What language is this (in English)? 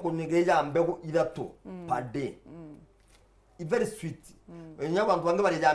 Meru